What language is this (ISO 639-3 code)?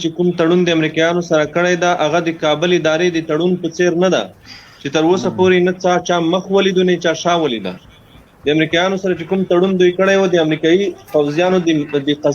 pus